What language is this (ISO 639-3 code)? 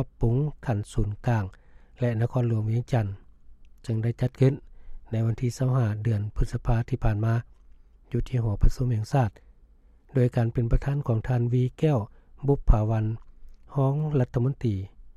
lao